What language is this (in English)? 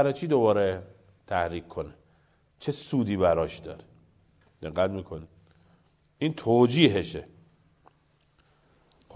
Persian